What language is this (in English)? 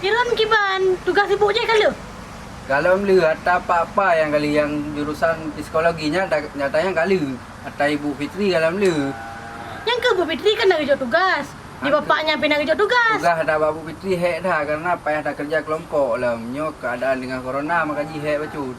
Achinese